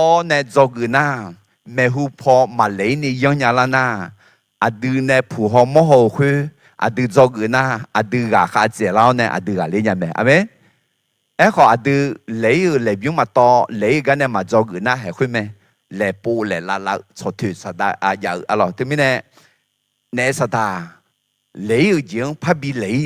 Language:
Akha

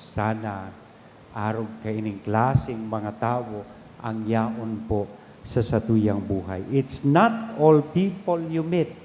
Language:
Bikol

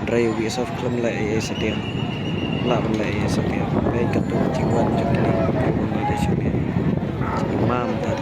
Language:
Khasi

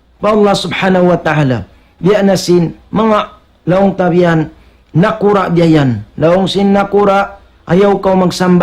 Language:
Tausug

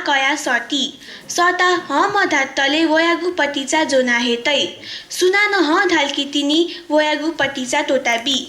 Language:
Newari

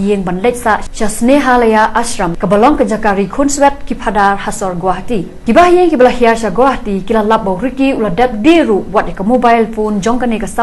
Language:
Khasi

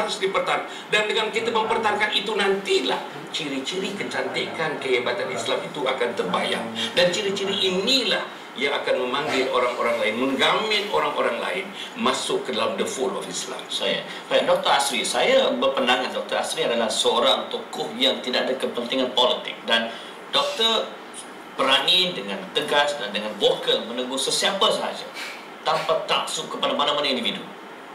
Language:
Malay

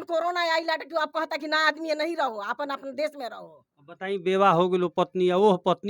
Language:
Bhojpuri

